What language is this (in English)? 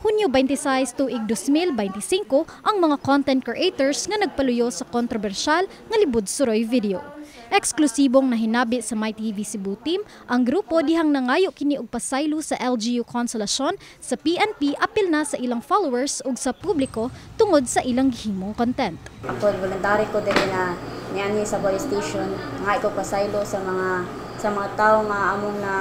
Cebuano